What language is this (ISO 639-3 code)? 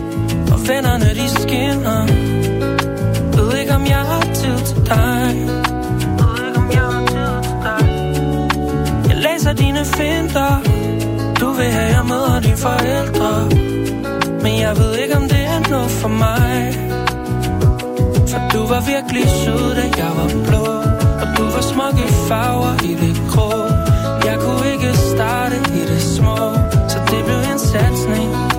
dan